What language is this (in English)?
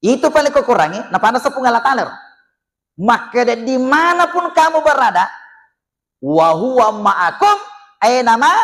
Buginese